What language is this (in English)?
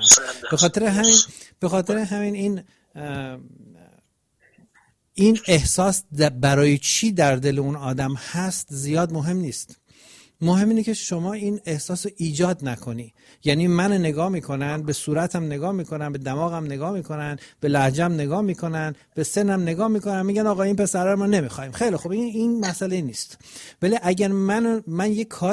Persian